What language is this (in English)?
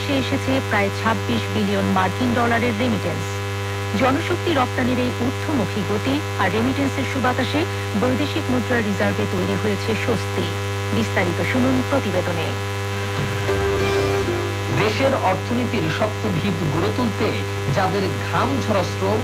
Bangla